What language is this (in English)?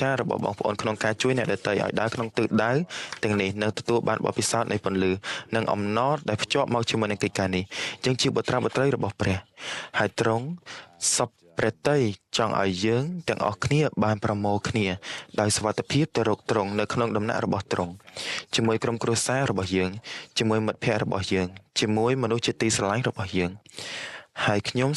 Khmer